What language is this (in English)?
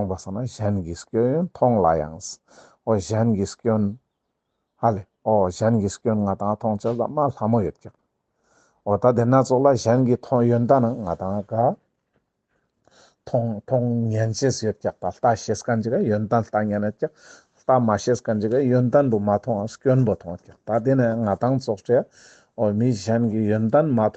Ladakhi